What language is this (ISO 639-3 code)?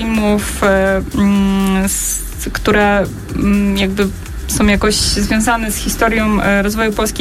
pol